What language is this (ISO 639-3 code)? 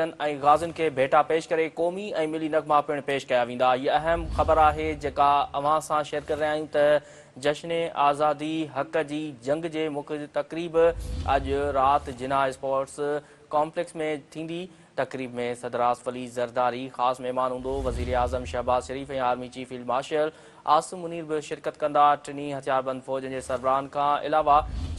snd